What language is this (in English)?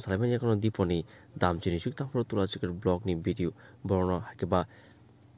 Kok Borok